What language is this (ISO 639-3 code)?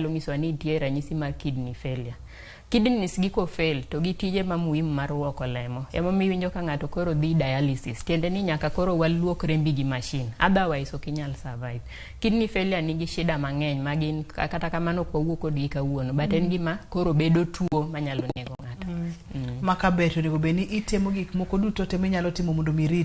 luo